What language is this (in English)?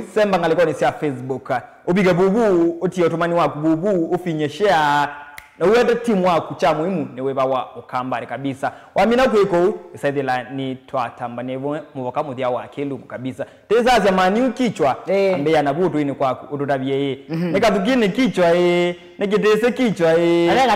Kamba